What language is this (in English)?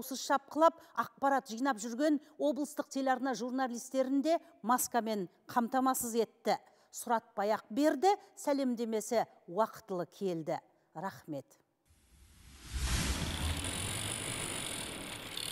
Kazakh